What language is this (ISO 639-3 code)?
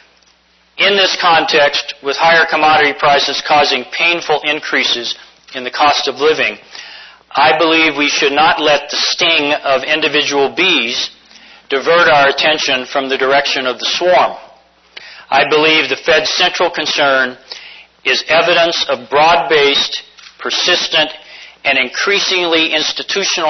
eng